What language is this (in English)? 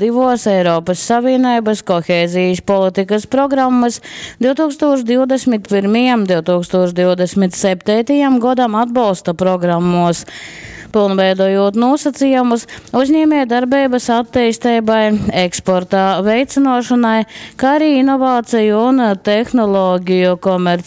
Latgalian